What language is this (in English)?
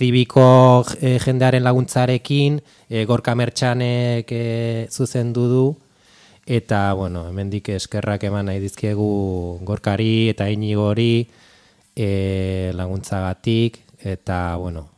Basque